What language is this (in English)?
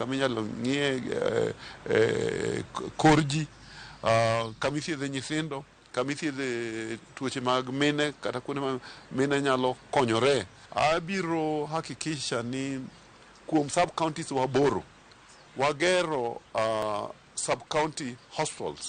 Luo (Kenya and Tanzania)